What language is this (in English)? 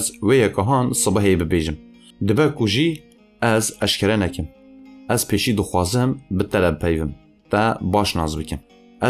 Kurdish